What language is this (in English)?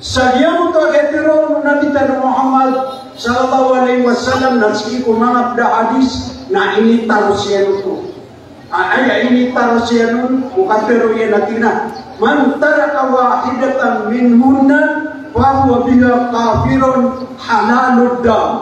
Maranao